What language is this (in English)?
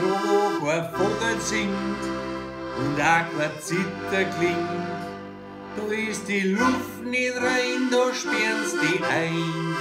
Bavarian